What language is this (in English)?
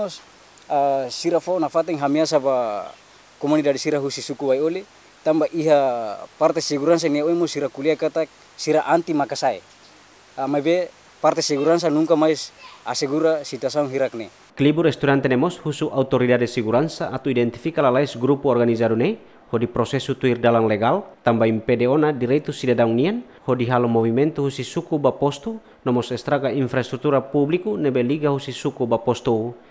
Tetum